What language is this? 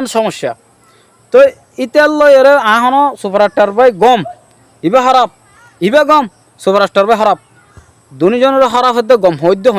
Rohingya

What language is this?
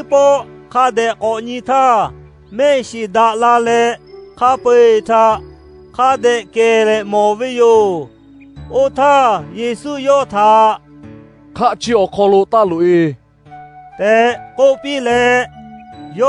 Lahu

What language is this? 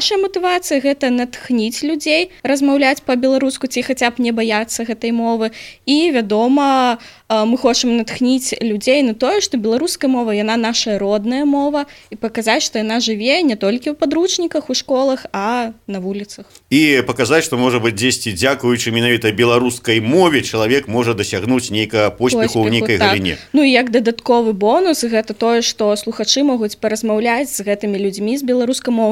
Belarusian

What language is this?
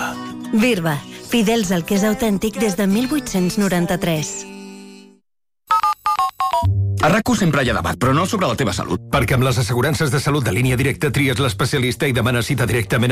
Catalan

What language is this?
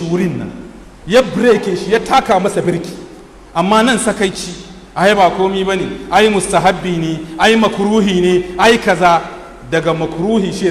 Hausa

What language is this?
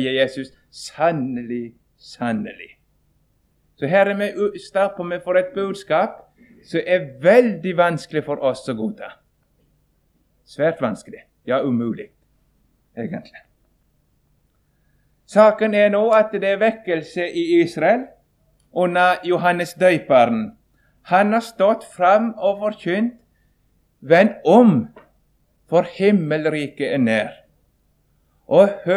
Norwegian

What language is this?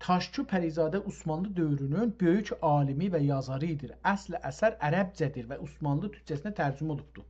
South Azerbaijani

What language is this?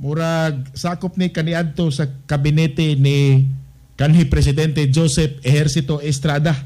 Cebuano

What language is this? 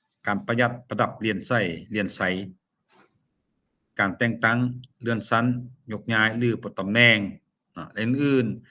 Lao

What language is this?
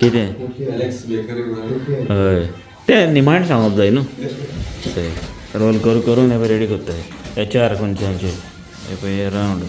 Konkani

